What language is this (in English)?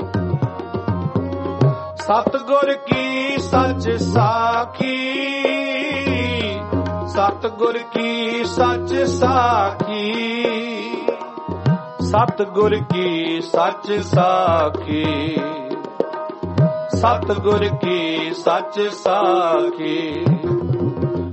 Punjabi